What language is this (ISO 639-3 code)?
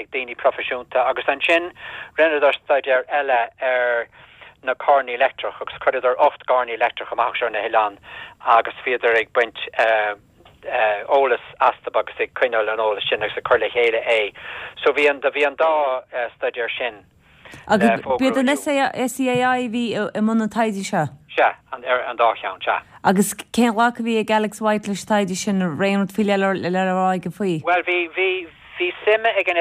gle